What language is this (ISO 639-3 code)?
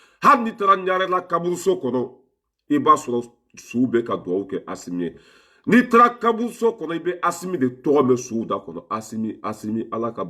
bam